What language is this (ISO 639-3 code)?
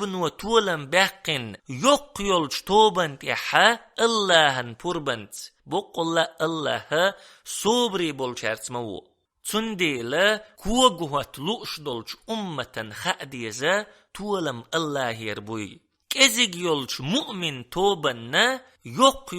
che